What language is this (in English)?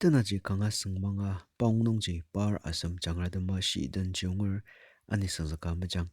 Ao Naga